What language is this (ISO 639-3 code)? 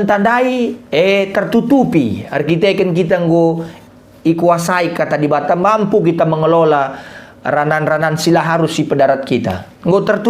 btx